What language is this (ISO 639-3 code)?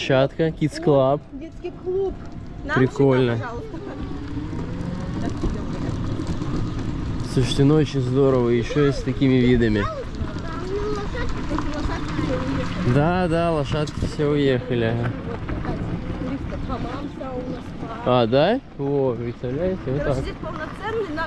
rus